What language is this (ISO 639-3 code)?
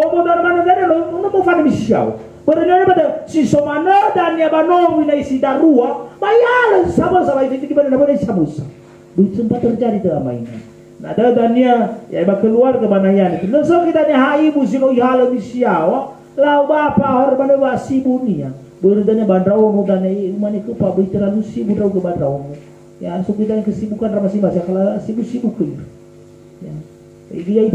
nia